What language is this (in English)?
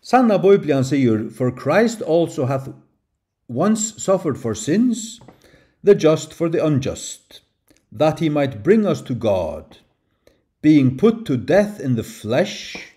Faroese